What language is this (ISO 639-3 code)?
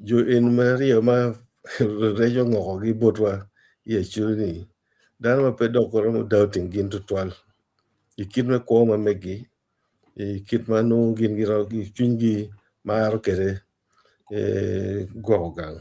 ach